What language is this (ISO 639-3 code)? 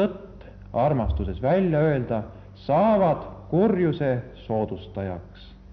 est